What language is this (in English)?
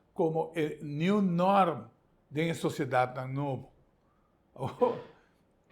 Papiamento